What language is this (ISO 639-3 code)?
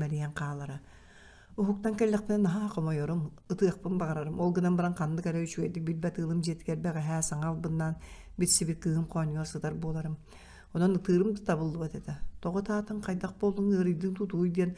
sah